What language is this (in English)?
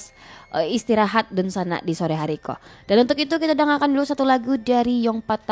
Indonesian